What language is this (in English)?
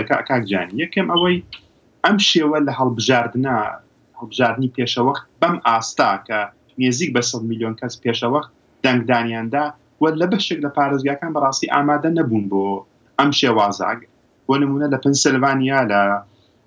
Central Kurdish